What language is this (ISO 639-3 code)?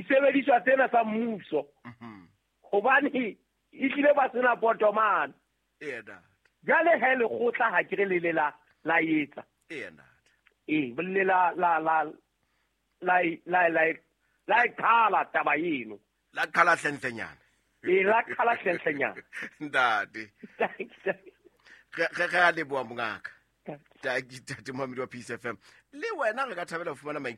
sot